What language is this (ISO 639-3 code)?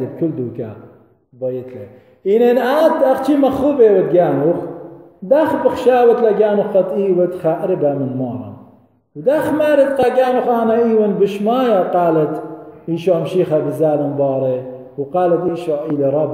aii